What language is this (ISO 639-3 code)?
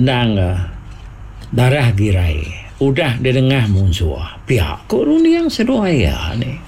iba